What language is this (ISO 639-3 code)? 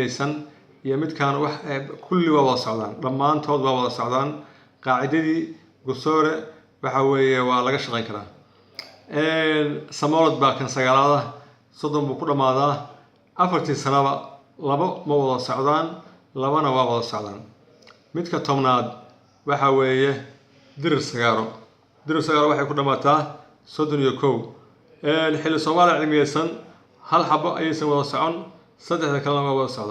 som